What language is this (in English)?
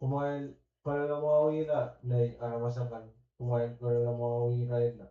Pohnpeian